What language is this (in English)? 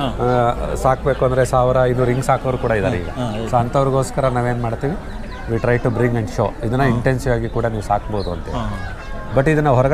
Kannada